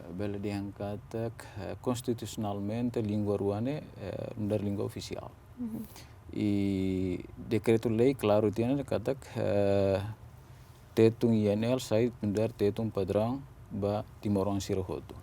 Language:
Tetum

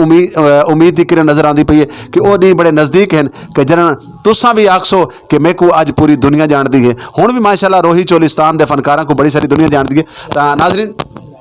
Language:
Saraiki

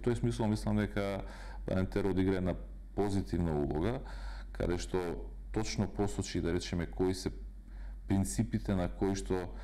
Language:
Macedonian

